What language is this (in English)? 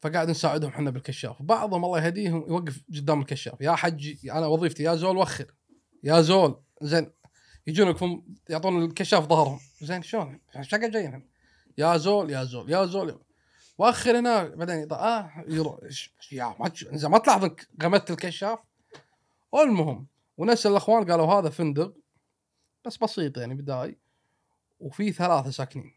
Gulf Arabic